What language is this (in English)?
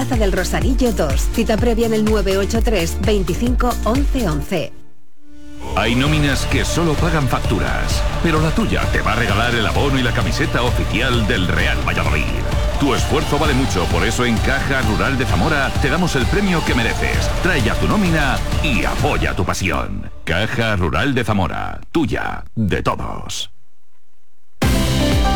Spanish